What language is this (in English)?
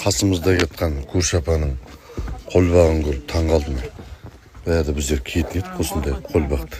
Kazakh